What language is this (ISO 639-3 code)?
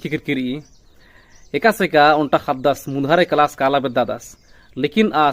kru